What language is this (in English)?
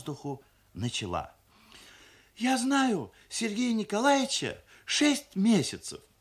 Russian